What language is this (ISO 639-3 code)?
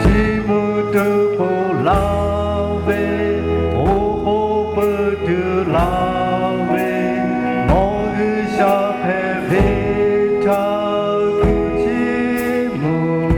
lhu